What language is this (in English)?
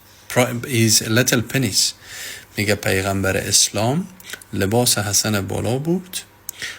Persian